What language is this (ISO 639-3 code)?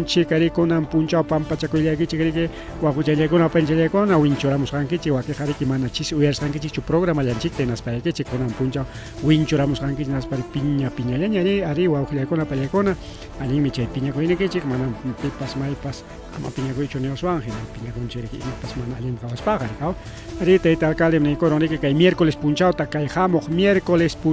quy